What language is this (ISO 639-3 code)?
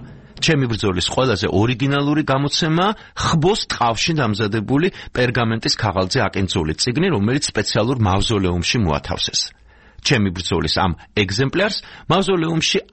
kat